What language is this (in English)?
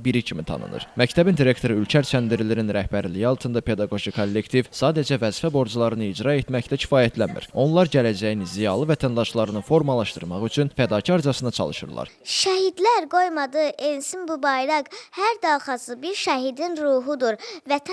Azerbaijani